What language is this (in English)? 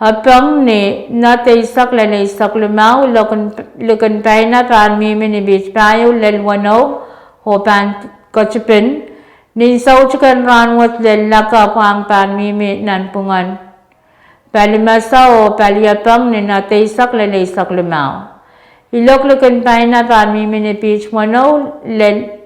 Pohnpeian